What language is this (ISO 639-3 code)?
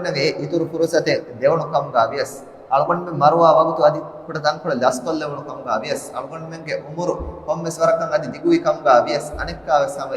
div